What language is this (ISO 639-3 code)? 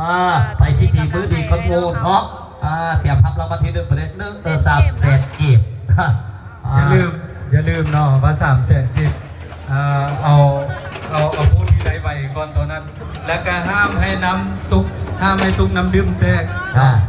lao